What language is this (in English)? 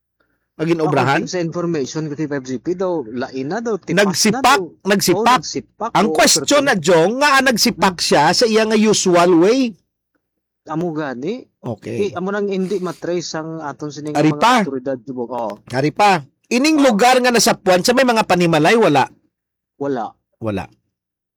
Hiligaynon